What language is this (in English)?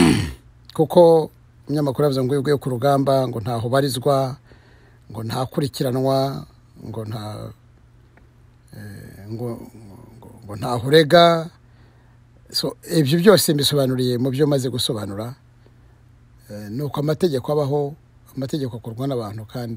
Kinyarwanda